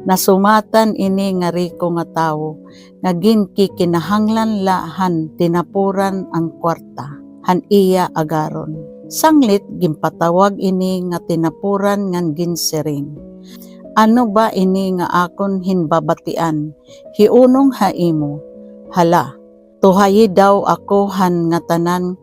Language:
Waray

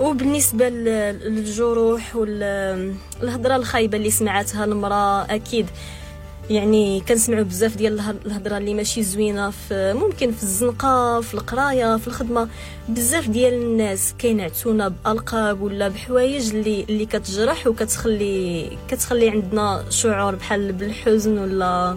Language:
Moroccan Arabic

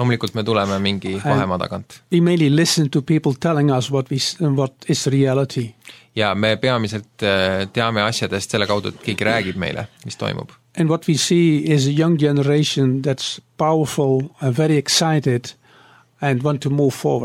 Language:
Estonian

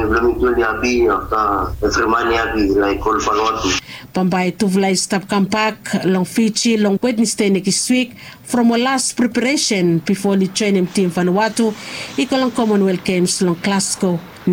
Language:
Bislama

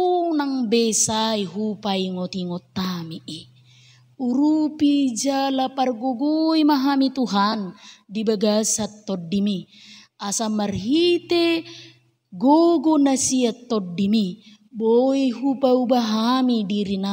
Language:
Batak Toba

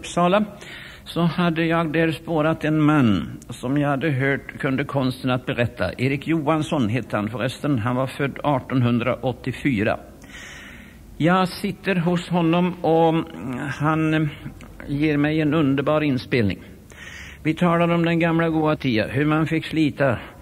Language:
Swedish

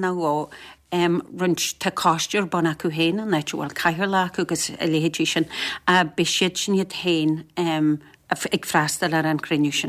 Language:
Irish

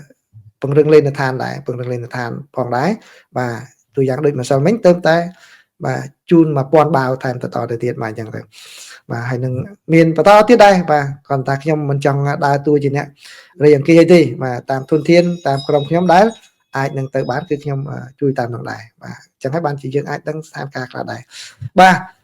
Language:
Khmer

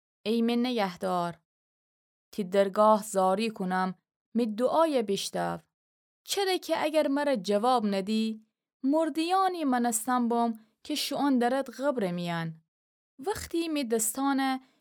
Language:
Gilaki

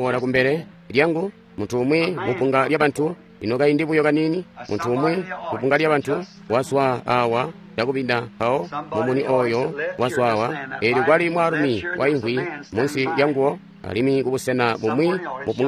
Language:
Tonga (Zambia)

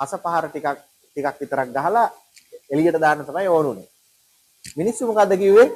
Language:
Sinhala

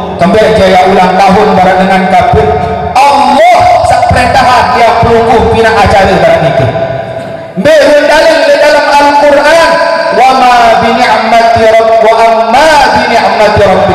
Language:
Sasak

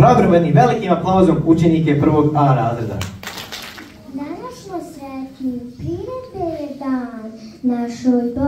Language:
Bosnian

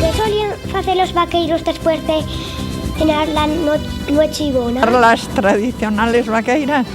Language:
Asturian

